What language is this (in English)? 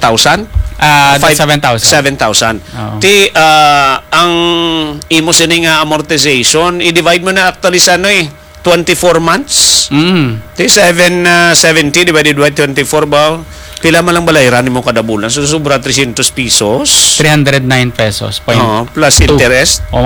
Hiligaynon